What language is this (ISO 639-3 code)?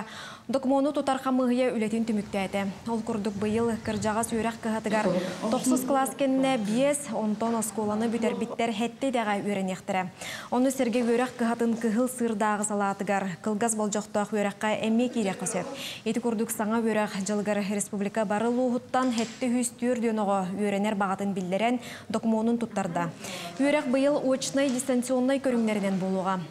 sah